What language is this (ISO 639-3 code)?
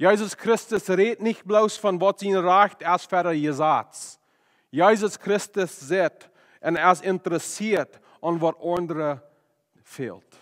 pdt